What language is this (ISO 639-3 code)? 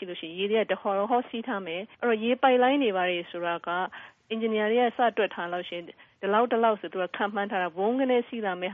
mya